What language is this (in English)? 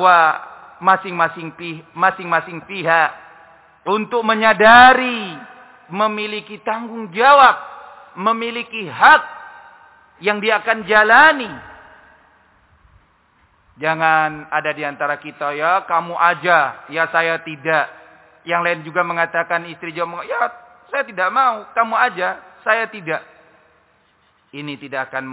Indonesian